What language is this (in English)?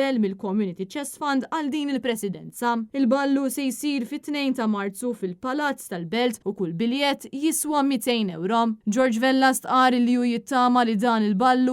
Maltese